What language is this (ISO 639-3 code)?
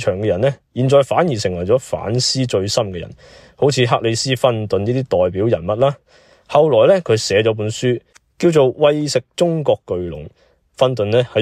yue